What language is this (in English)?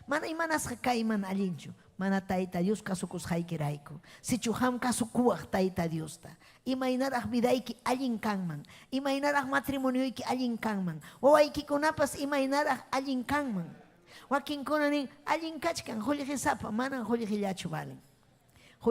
Ayacucho Quechua